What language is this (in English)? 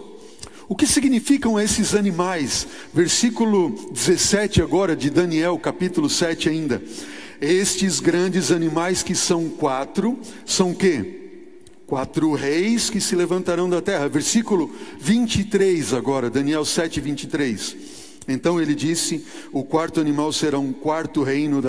Portuguese